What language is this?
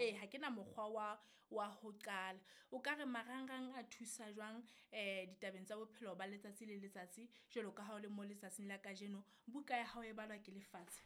Southern Sotho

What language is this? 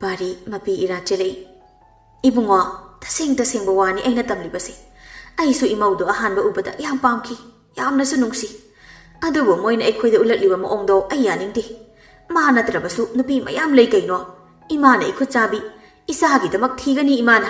Manipuri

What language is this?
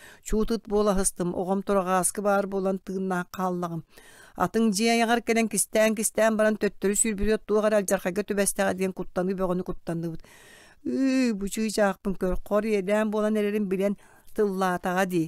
Yakut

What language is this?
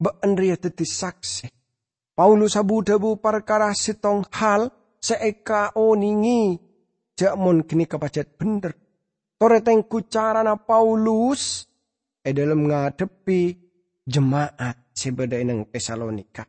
Madurese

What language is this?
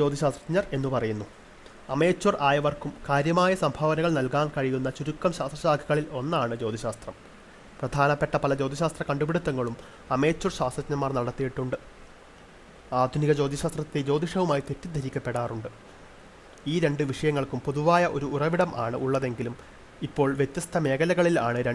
Malayalam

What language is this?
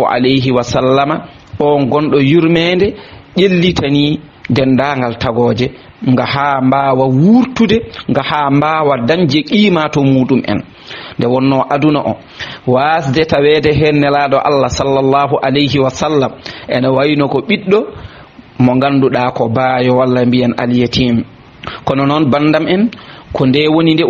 Fula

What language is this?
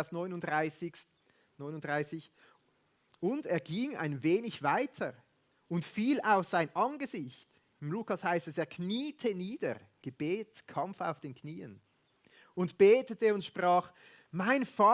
Swiss German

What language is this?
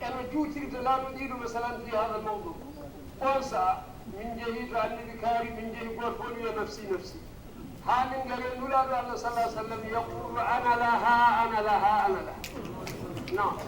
Fula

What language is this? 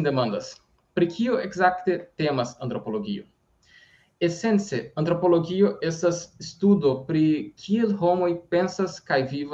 Esperanto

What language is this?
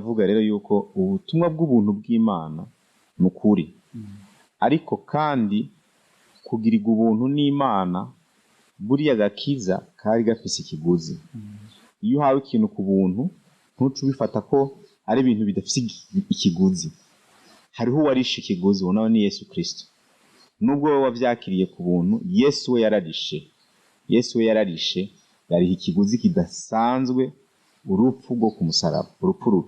Rundi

